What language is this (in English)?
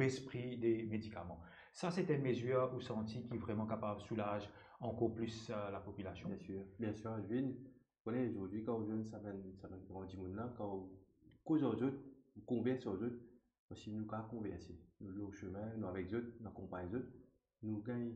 Morisyen